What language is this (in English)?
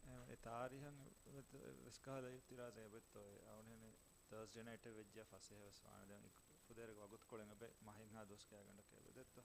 Divehi